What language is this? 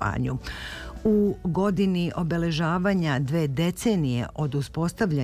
Serbian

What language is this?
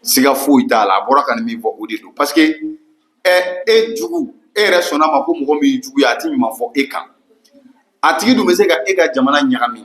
Bambara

